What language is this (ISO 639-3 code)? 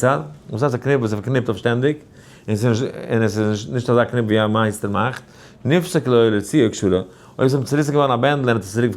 yid